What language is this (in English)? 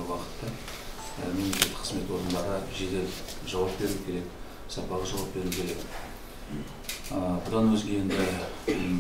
Kazakh